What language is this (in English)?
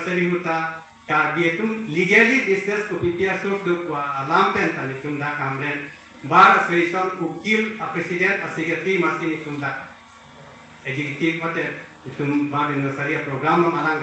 Karbi